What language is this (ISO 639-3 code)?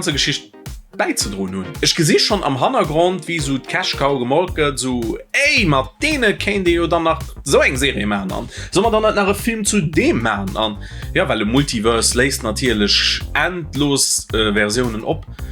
ltz